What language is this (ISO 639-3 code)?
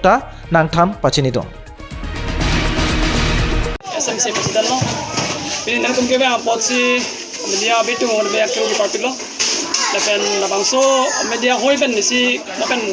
mjw